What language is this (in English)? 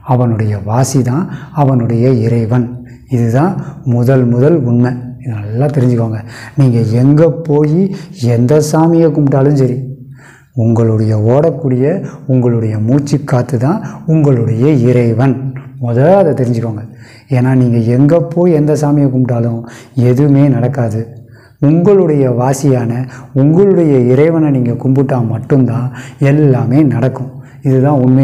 Tamil